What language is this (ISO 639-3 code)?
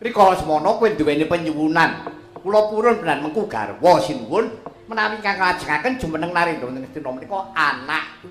jav